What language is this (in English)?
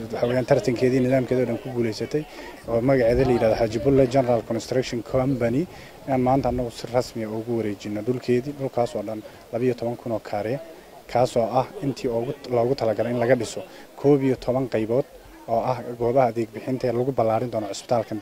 Somali